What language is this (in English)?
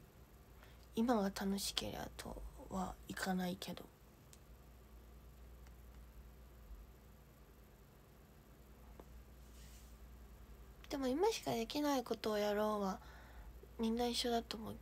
Japanese